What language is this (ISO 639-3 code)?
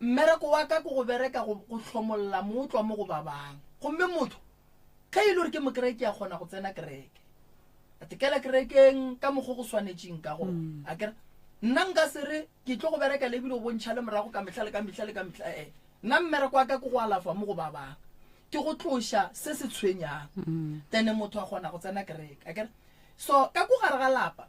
nso